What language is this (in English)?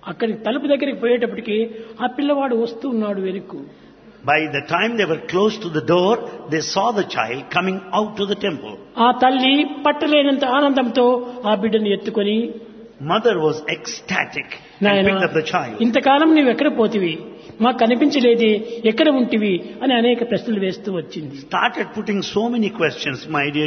Telugu